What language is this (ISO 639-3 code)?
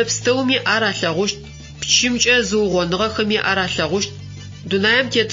ady